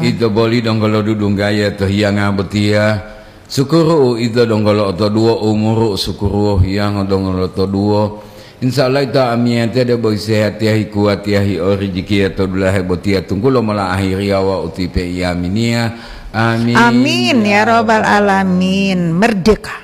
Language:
Gorontalo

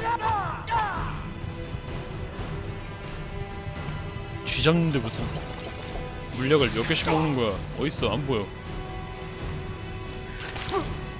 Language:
Korean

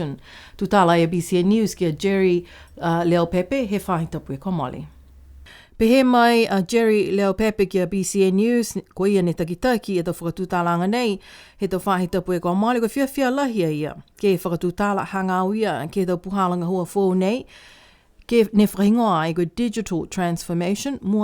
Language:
Niuean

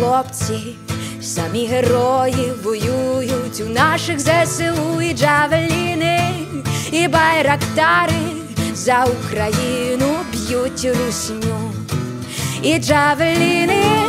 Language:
Ukrainian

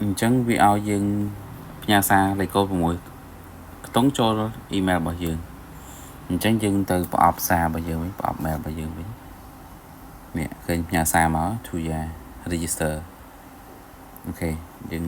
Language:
Khmer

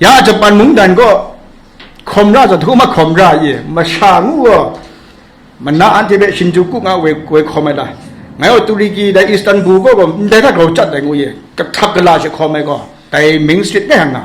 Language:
Kachin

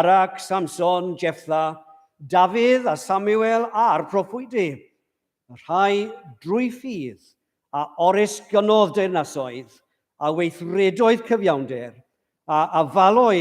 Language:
Welsh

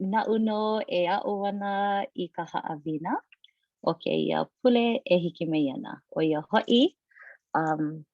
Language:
Hawaiian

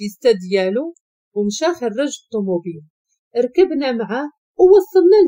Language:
Moroccan Arabic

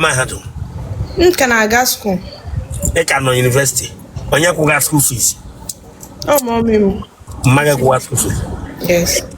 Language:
Igbo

